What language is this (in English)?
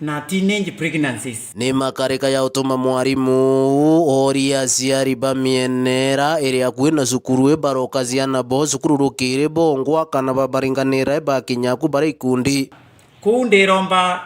Meru